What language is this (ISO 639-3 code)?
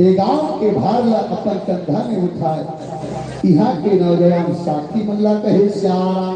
hne